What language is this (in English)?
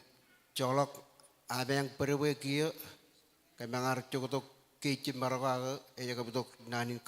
Marshallese